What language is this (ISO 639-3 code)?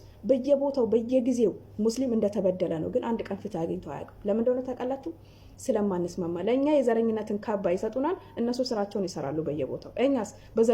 amh